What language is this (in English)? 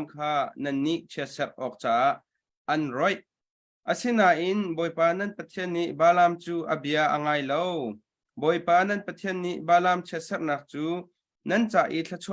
Hakha Chin